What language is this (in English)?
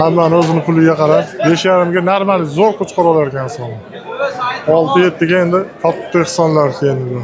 Uzbek